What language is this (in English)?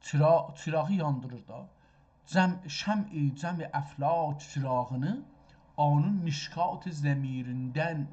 South Azerbaijani